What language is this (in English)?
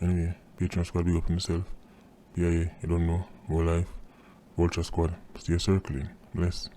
Jamaican Creole English